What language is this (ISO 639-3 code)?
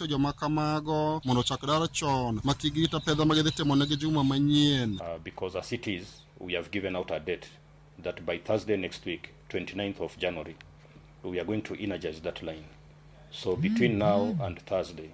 luo